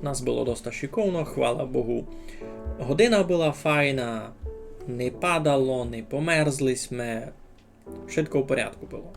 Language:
Rusyn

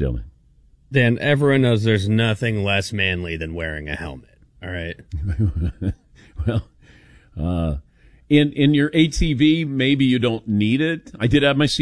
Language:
English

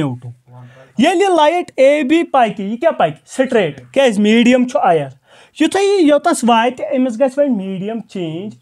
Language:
Kashmiri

